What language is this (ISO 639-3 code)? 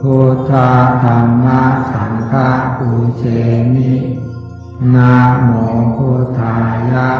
pli